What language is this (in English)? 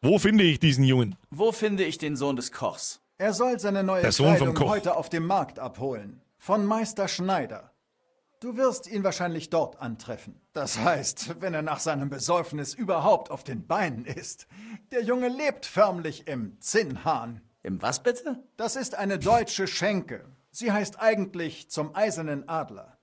Bavarian